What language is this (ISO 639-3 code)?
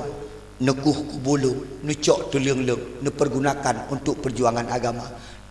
ace